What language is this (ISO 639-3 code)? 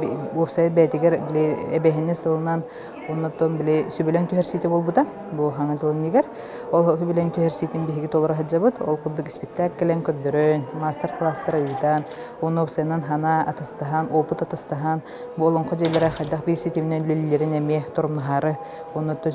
sah